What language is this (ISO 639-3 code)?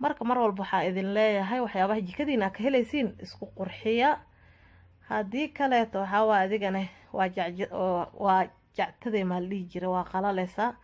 som